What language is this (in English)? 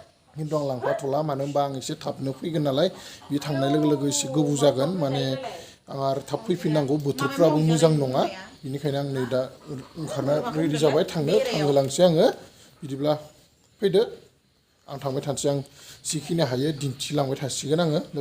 Bodo